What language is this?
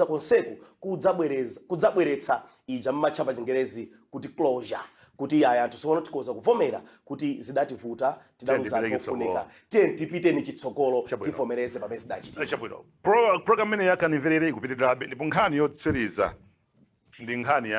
Nyanja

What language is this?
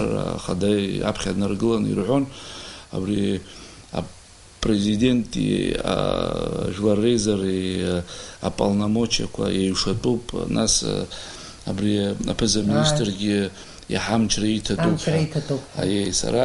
Abkhazian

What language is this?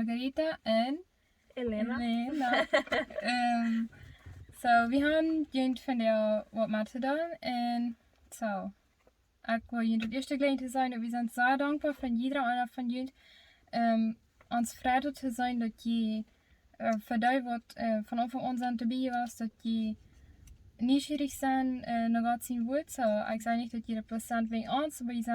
Plautdietsch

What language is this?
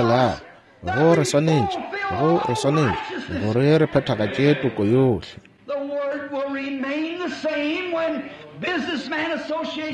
Northern Sotho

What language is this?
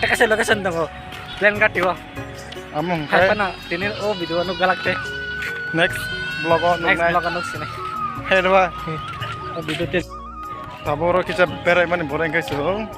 Kok Borok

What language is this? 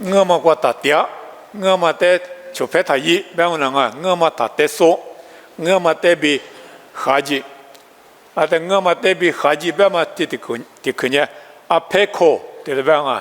Lisu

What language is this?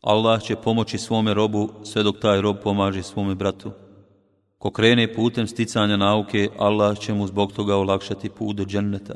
Bosnian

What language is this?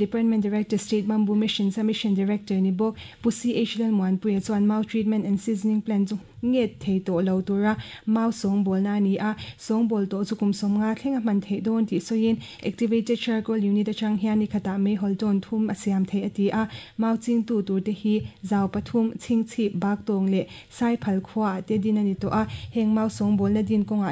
Mizo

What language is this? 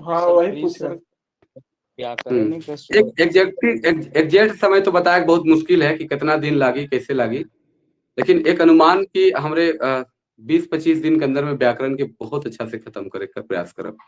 Sadri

